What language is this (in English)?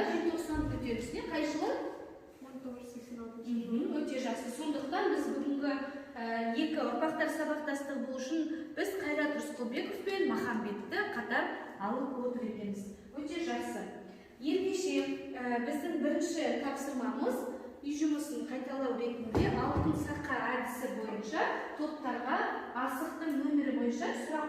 Kazakh